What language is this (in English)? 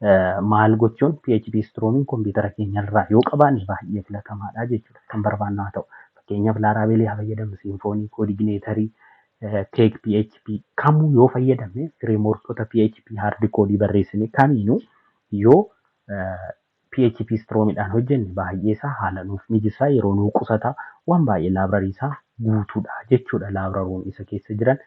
Oromo